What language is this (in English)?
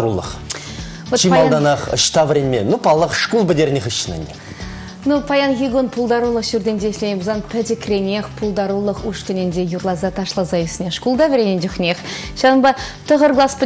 Chuvash